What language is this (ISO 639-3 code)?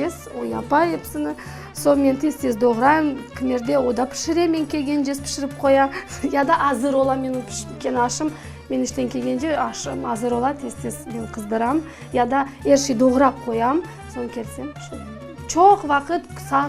crh